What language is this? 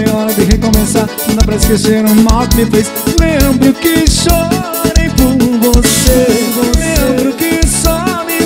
Portuguese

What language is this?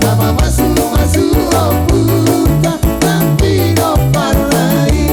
Batak Toba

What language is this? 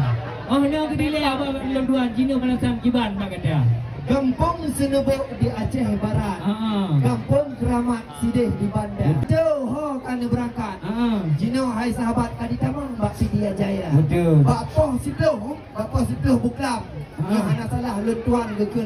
Achinese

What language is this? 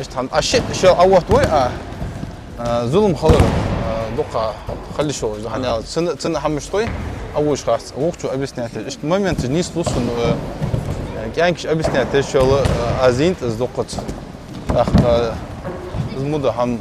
Ingush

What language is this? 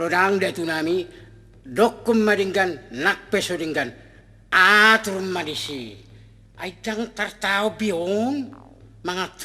Batak Toba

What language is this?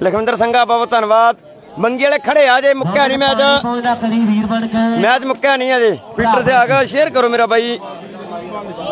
Punjabi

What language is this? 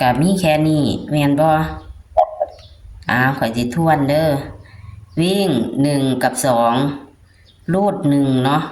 Northeastern Thai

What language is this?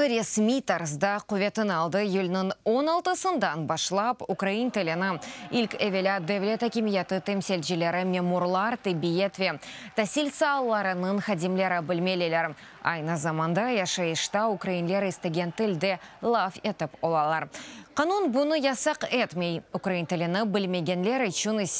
Crimean Tatar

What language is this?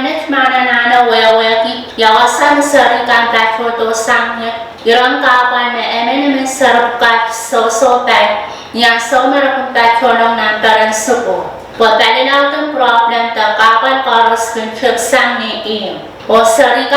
Pohnpeian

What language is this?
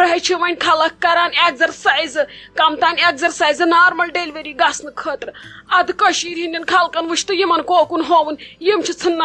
Kashmiri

